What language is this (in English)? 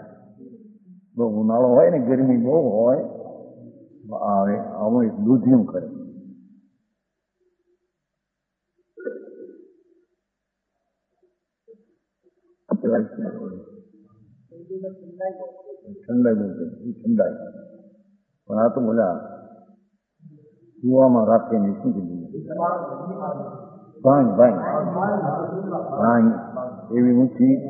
Gujarati